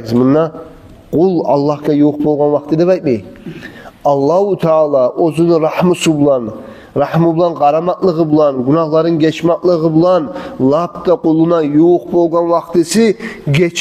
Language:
Kumyk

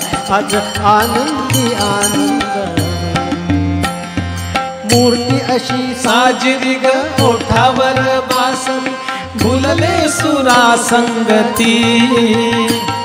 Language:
Marathi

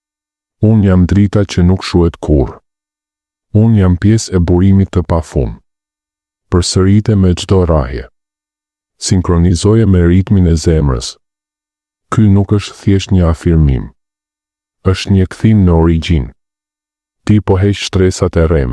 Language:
Albanian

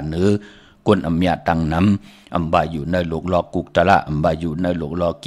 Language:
Shan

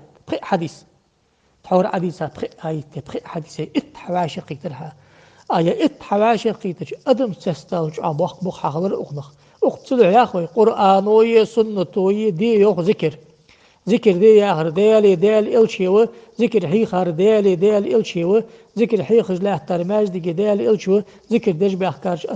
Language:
Ingush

